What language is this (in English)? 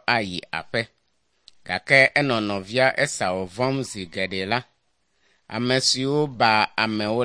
Ewe